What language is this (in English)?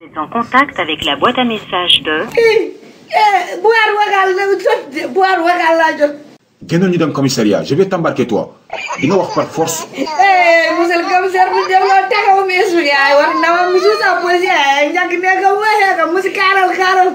Wolof